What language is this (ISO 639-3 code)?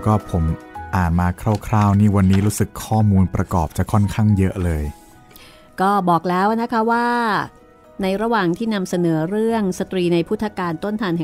tha